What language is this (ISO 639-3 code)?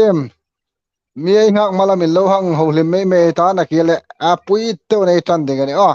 hmr